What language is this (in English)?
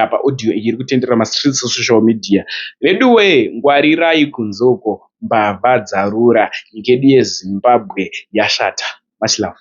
Shona